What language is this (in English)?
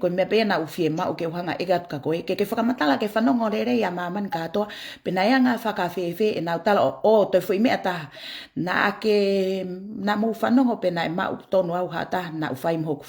Tongan